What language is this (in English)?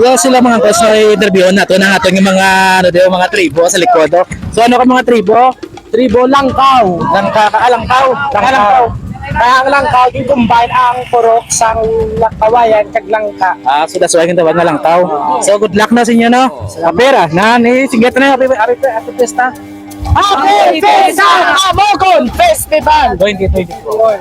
Hiligaynon